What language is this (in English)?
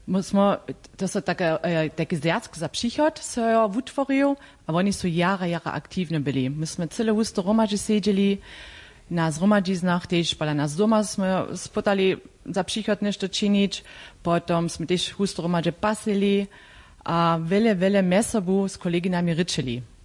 Upper Sorbian